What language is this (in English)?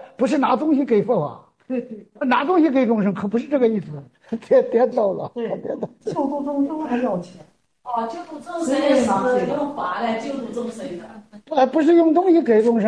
Chinese